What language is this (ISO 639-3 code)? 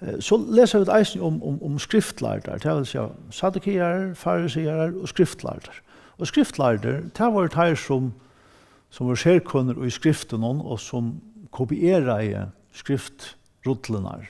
fao